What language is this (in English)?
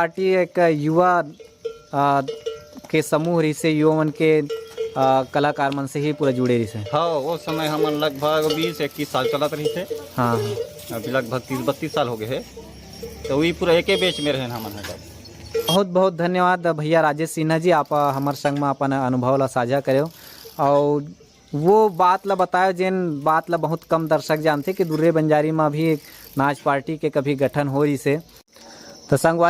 Chhattisgarhi